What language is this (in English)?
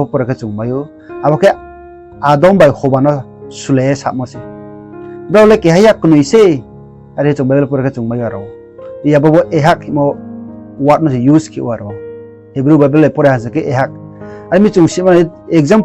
Riang (India)